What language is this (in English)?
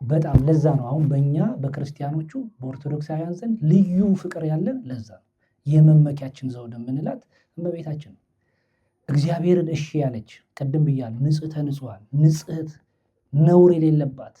Amharic